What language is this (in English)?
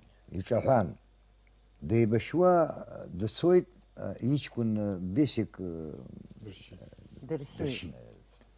Abkhazian